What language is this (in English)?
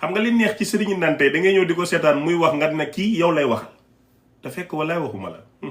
Wolof